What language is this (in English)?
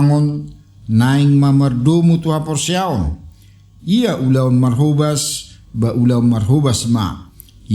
Batak Toba